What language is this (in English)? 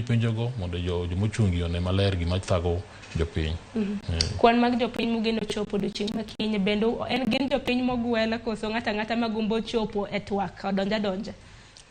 Luo (Kenya and Tanzania)